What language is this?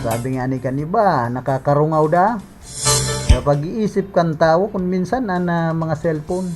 Bikol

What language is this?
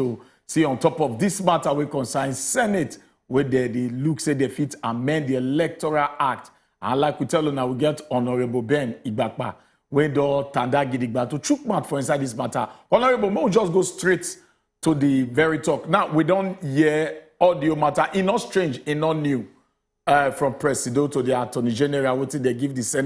Nigerian Pidgin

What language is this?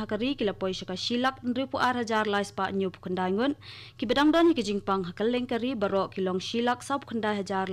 Khasi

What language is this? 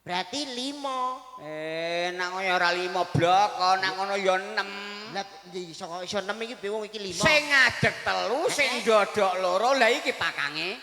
Javanese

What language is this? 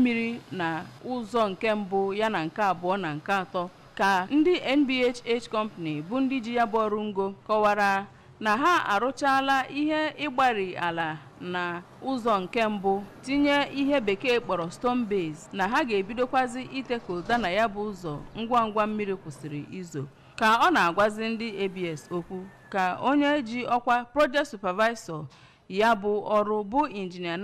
Igbo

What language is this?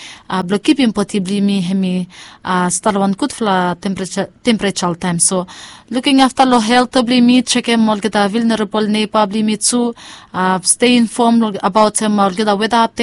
Bislama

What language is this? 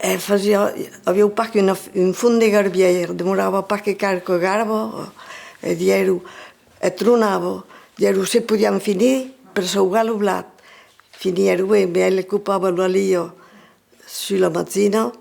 Occitan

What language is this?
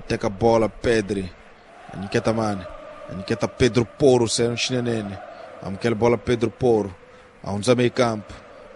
Tsonga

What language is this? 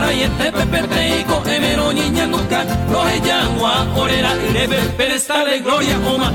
Guarani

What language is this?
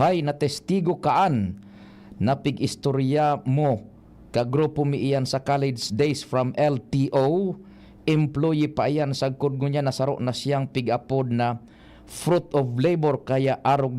Bikol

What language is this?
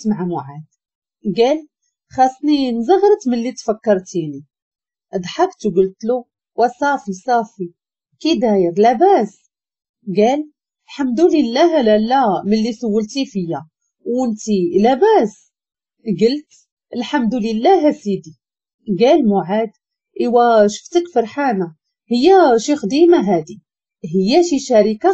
Moroccan Arabic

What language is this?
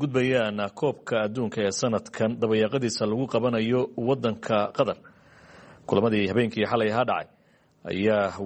Somali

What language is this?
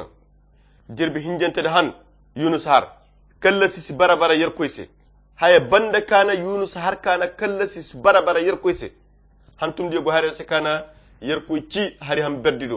Koyra Chiini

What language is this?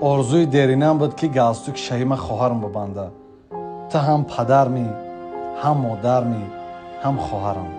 Tajik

